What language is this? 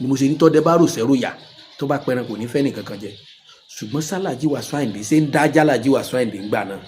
Yoruba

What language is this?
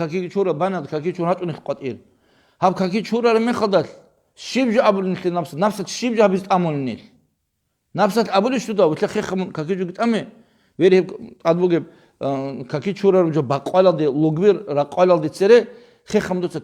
Avaric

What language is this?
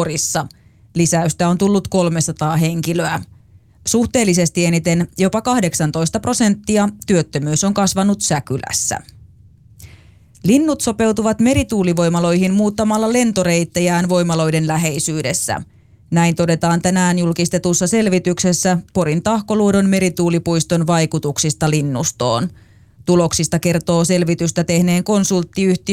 Finnish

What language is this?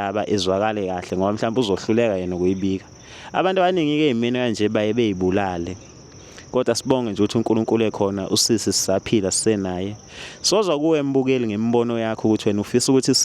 Zulu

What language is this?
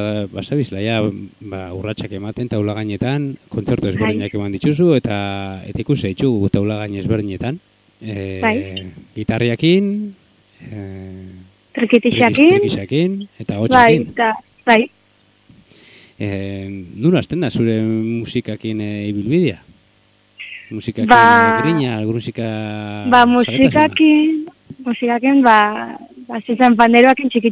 Basque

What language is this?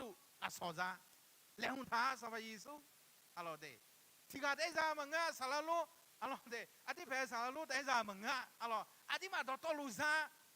Akha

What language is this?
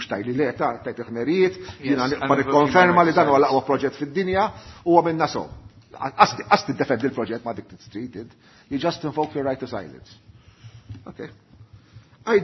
Maltese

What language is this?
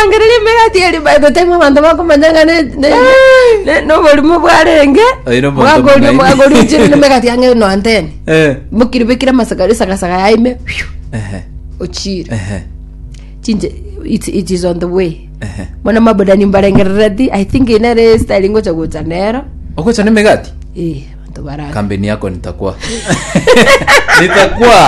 Gusii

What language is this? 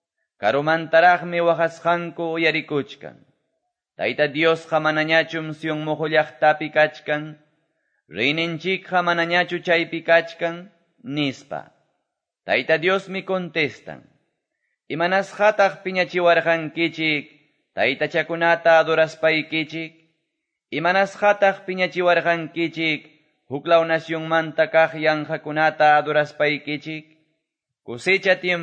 Quechua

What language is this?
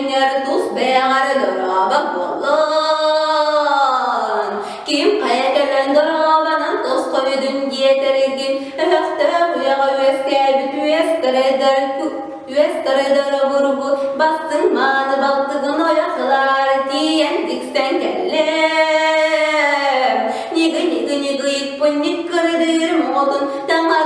Yakut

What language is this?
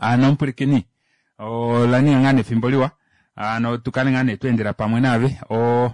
Kuanyama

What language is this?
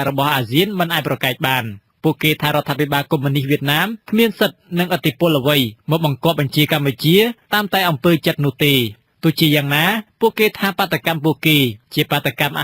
Khmer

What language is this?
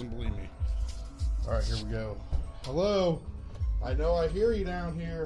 Iban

